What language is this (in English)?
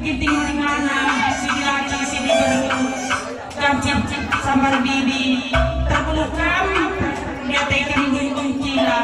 Batak Karo